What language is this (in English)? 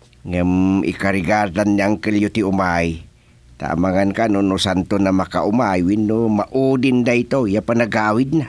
Iloko